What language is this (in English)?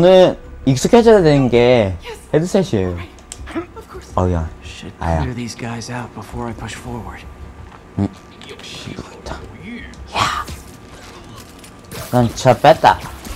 Korean